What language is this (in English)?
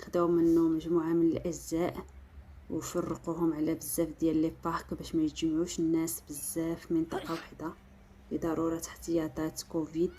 Moroccan Arabic